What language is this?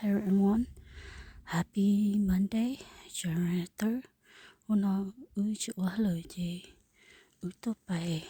Hmong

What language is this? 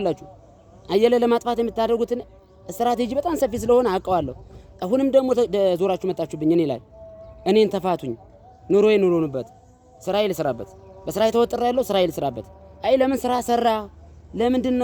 Amharic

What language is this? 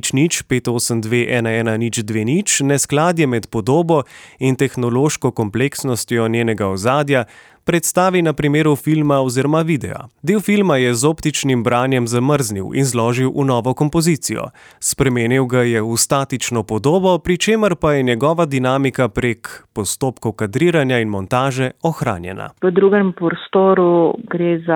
Slovenian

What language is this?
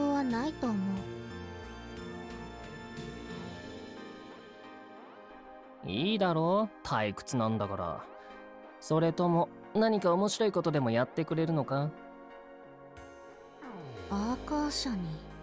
Japanese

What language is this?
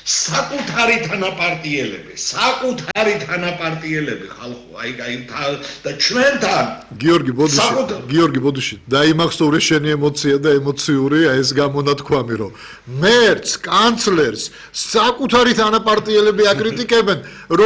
Georgian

